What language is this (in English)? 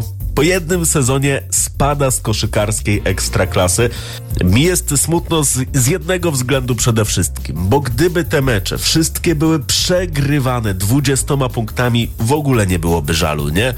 Polish